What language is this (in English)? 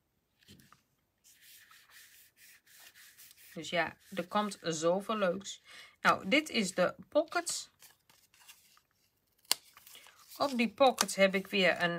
Dutch